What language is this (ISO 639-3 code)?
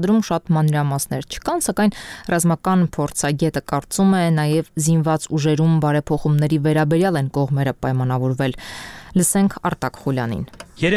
hye